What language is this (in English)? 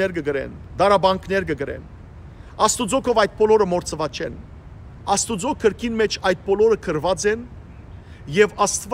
Western Armenian